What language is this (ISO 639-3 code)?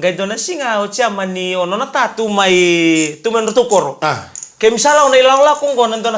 fij